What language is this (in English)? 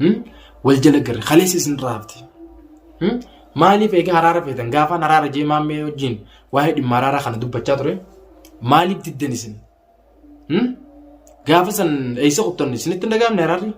Oromo